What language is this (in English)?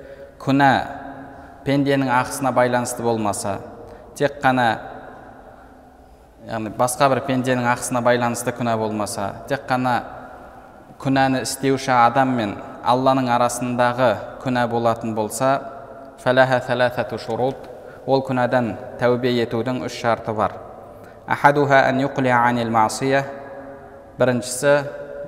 Kazakh